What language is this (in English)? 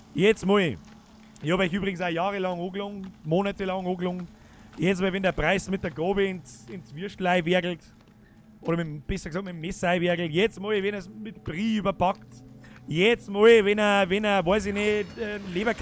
Bavarian